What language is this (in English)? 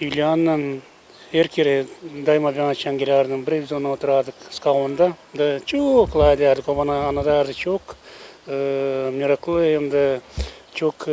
Gagauz